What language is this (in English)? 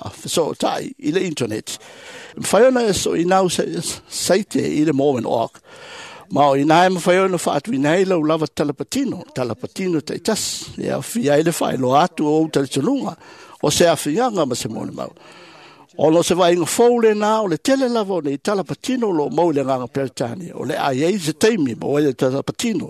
Samoan